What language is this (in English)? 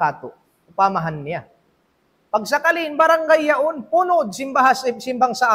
Tausug